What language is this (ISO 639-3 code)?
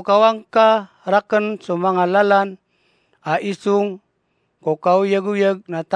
mrw